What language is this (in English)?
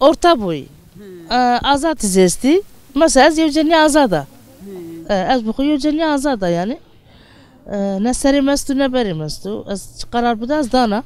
Zaza